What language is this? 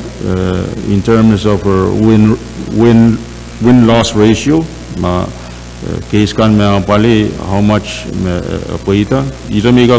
Pohnpeian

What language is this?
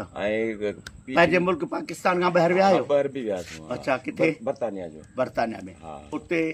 Sindhi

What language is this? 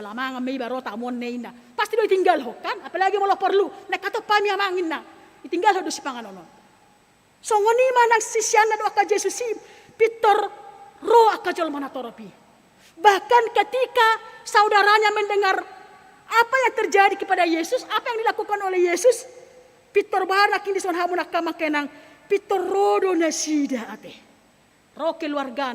Batak Toba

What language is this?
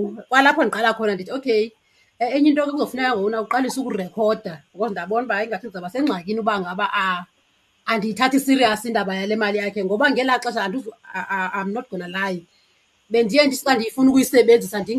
Xhosa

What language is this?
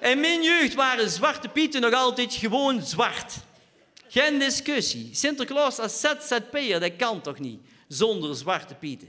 Limburgish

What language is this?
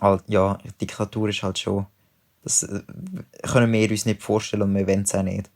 Swiss German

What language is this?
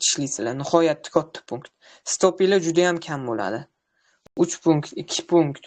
Uzbek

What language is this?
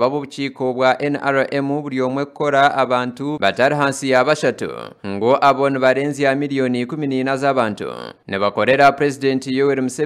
Nyankole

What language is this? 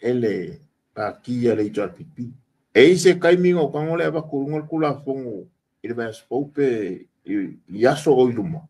Samoan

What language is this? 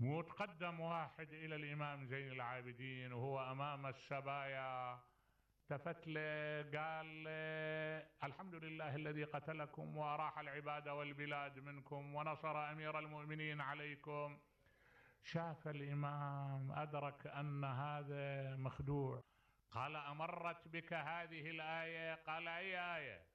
Mesopotamian Arabic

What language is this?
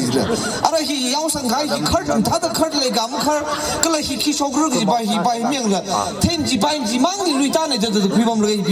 Tangkhul Naga (India)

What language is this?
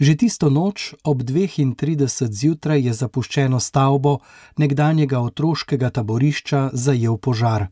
Slovenian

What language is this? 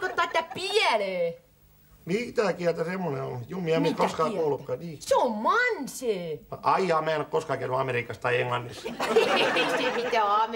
Finnish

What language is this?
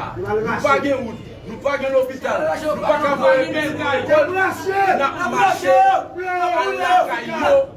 Haitian Creole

